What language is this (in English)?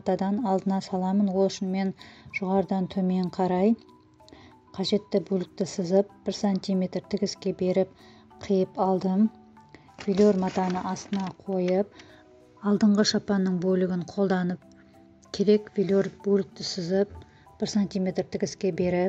Kazakh